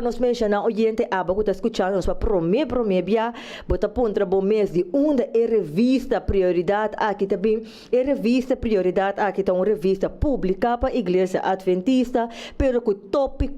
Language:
Papiamento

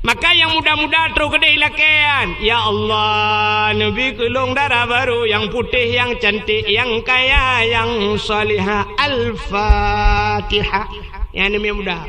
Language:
Achinese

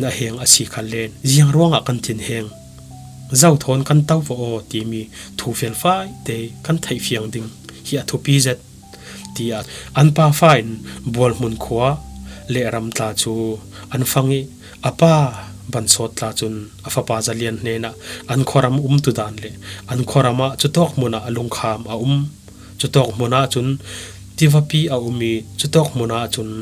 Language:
Falam Chin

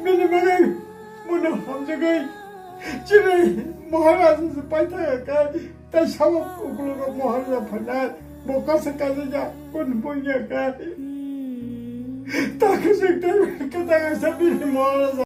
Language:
Kok Borok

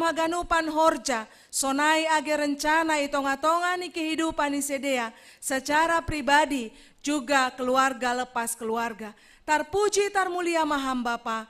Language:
Batak Simalungun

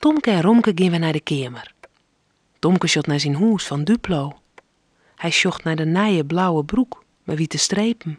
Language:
Western Frisian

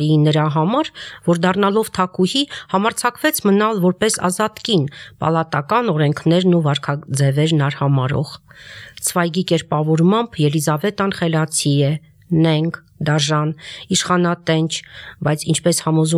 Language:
Armenian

